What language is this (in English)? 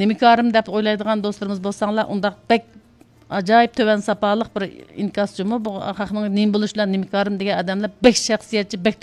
Uyghur